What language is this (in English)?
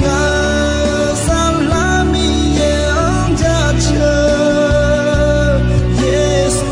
Akha